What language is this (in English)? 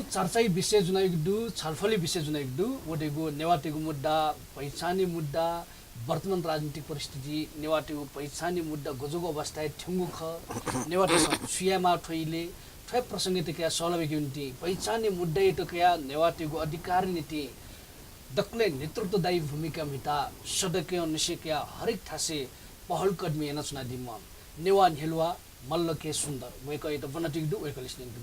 Newari